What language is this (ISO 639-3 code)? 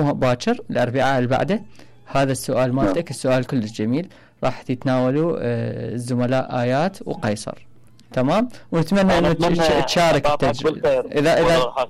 acm